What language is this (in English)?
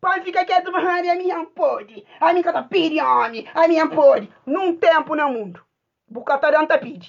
Kabuverdianu